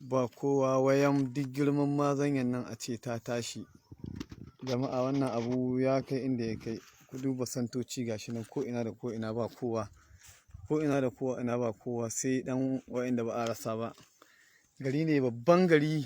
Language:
Hausa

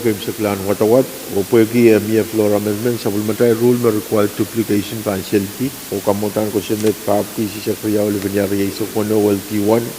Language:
Pohnpeian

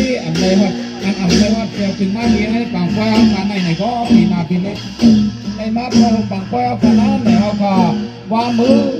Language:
Shan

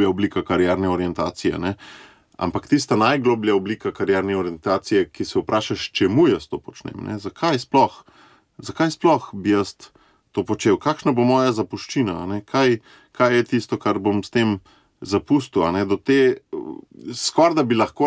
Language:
Slovenian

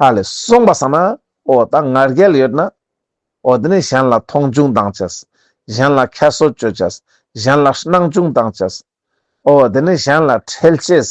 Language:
Ladakhi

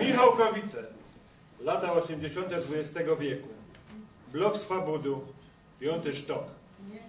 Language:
Silesian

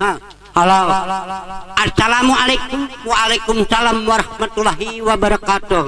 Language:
Banjar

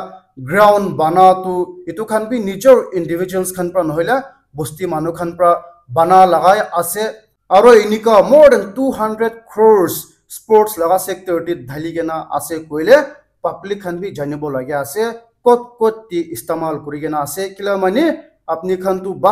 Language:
Naga Pidgin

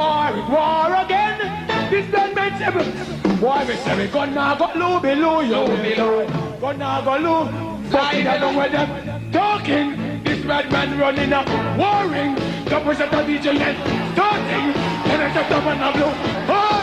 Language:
Jamaican Creole English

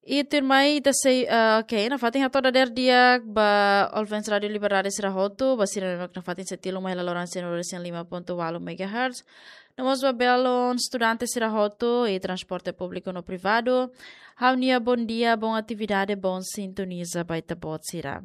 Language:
Tetum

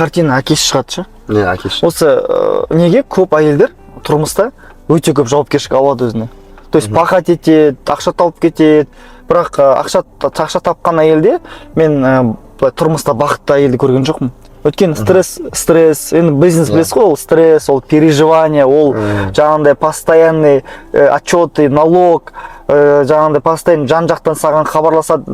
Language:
Kazakh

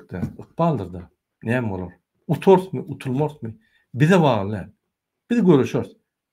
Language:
Turkmen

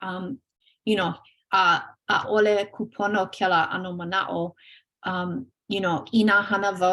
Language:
Hawaiian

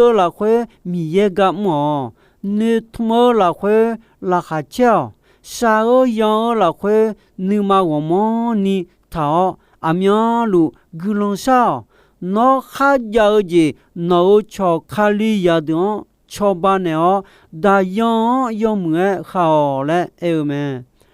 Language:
Akha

